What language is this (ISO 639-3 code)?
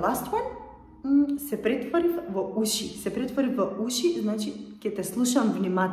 mkd